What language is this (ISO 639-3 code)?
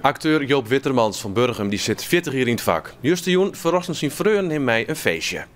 fry